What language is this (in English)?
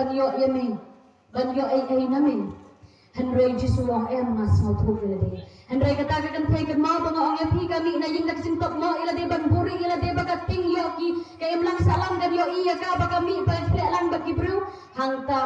Khasi